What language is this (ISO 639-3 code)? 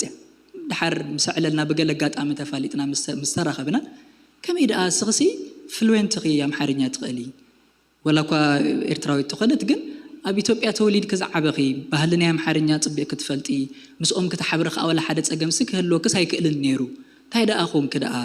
tir